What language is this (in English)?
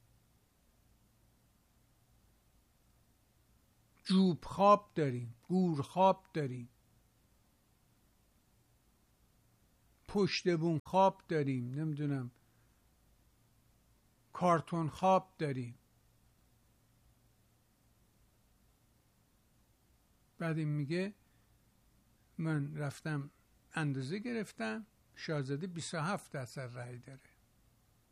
Persian